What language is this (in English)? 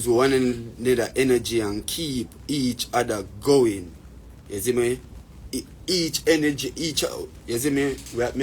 Jamaican Creole English